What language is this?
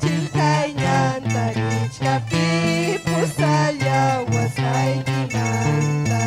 Ayacucho Quechua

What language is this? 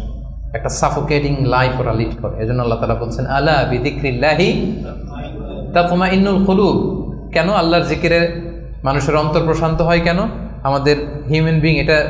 Bangla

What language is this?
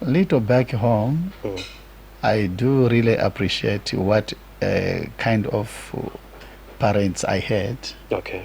Nyanja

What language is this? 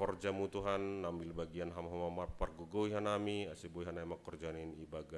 Batak Simalungun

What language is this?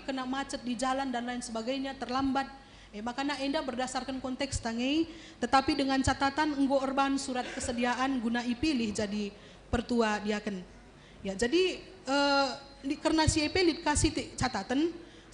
Batak Karo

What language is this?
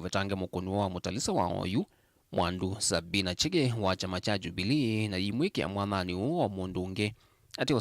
Kamba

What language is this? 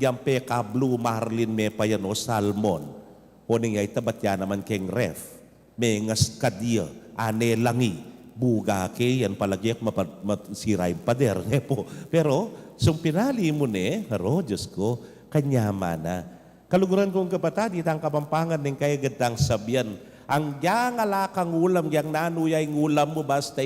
Pampanga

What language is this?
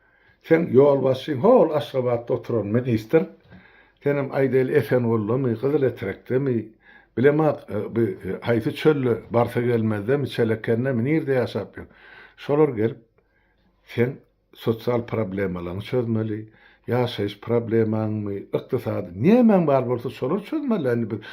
Turkmen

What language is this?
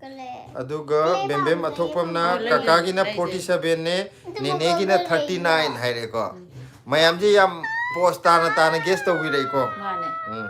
Manipuri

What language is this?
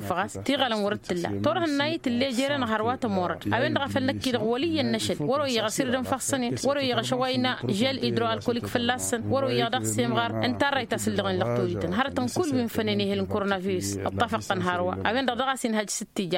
Tamasheq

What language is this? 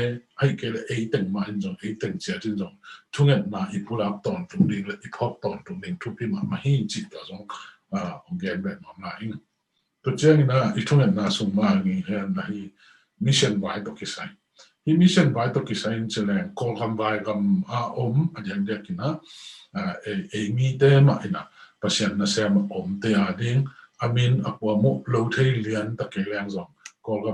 Tedim Chin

